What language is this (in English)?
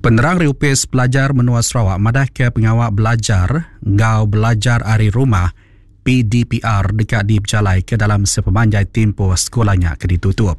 Iban